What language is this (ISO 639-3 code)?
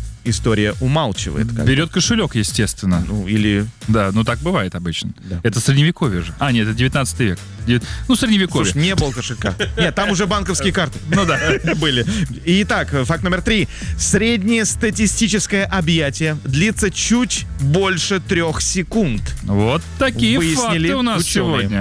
rus